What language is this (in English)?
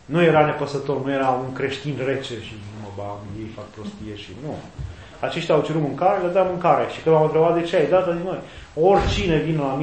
Romanian